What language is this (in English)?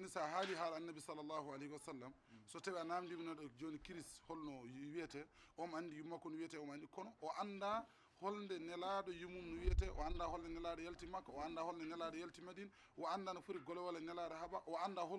Fula